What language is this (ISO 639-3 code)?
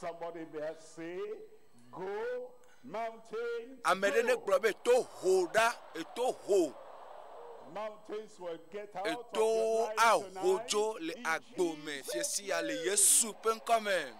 ewe